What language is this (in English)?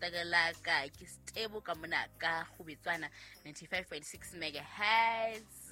Southern Sotho